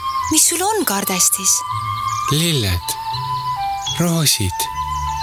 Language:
Estonian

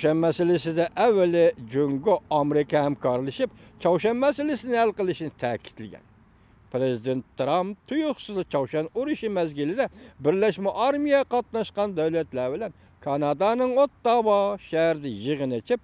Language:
Uyghur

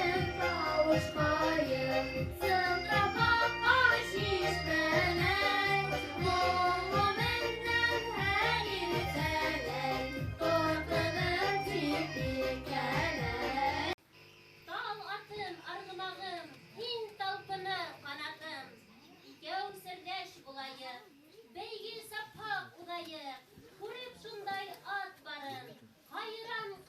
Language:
Bashkir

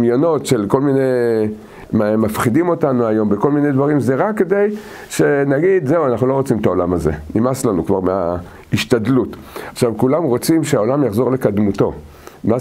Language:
Hebrew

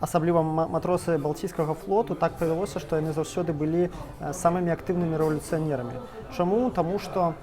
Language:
Belarusian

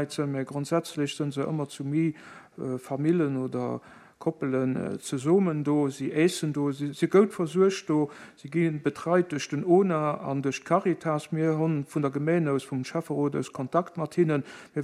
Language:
Luxembourgish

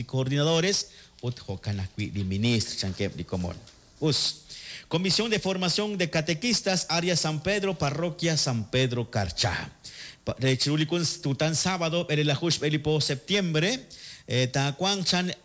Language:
Kekchí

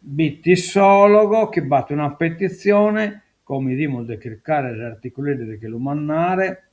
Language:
Sardinian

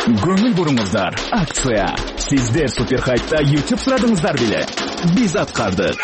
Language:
Kyrgyz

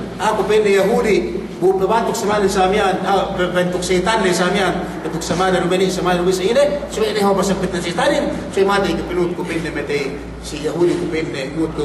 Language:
Yakan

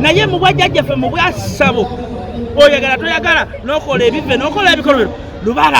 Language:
Ganda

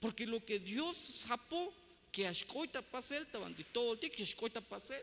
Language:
Tzeltal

